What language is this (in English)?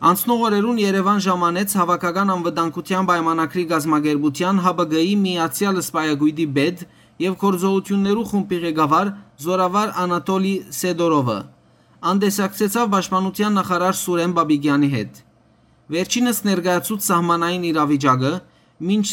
Western Armenian